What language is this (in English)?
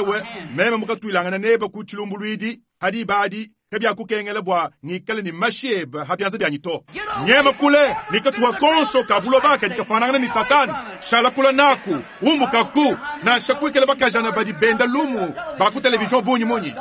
Luba-Lulua